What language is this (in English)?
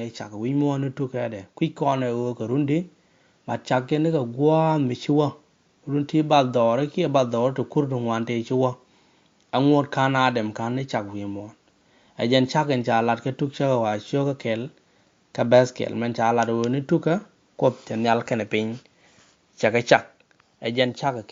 Nuer